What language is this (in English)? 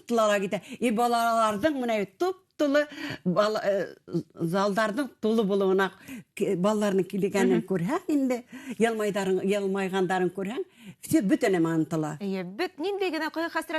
Bashkir